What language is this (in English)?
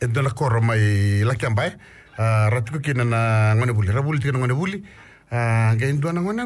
Fijian